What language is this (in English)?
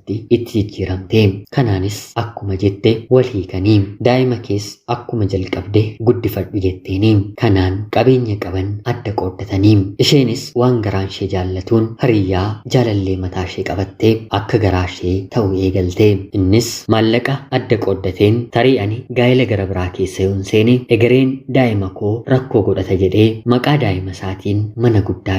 Oromo